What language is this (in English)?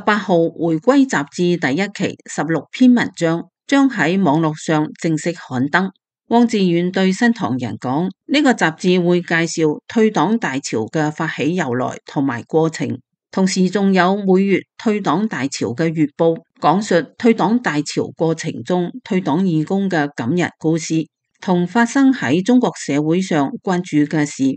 Cantonese